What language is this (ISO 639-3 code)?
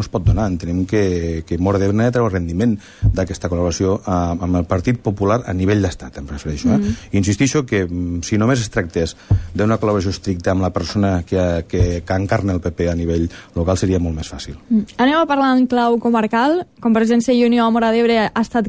cat